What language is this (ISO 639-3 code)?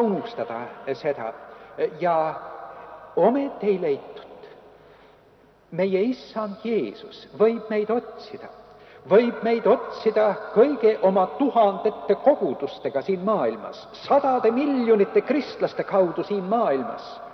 est